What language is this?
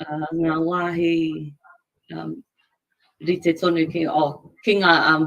Māori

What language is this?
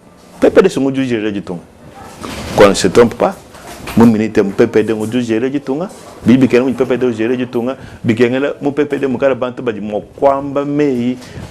Luba-Lulua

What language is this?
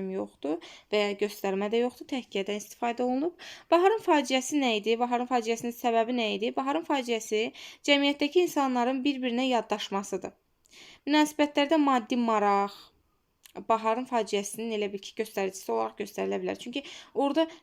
Azerbaijani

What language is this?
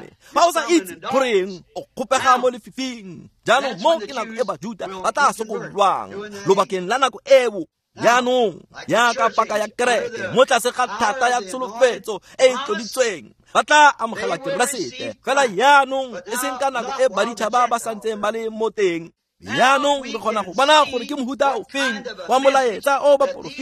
Tswana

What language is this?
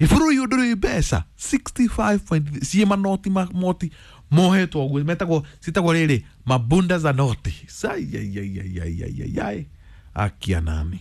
Kikuyu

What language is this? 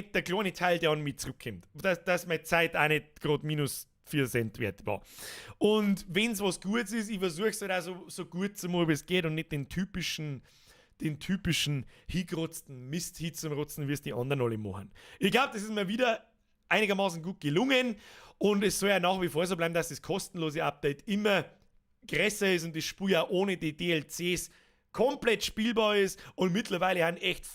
Bavarian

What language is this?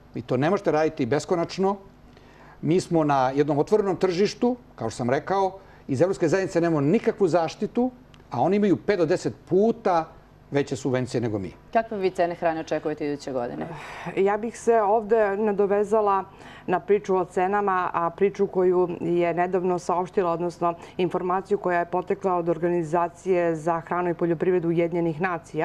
Serbian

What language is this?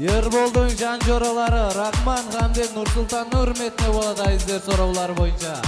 Kara-Kalpak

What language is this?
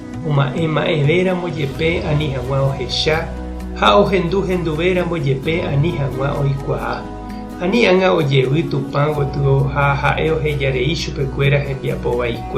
Guarani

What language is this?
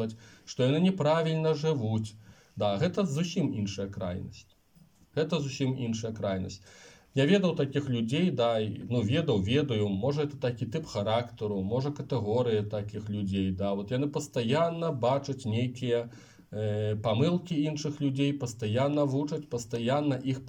Belarusian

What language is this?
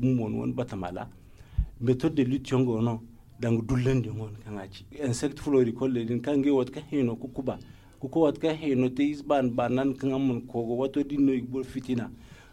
Zarma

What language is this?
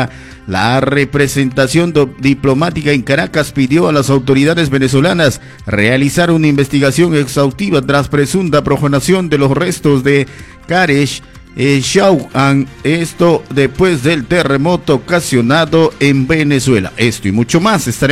Spanish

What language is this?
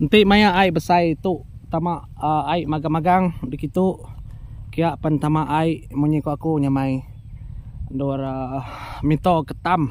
Iban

